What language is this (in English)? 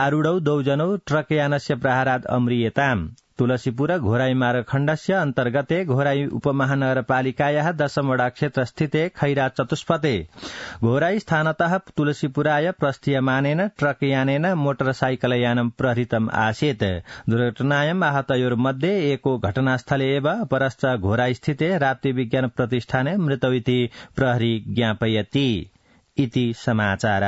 Sanskrit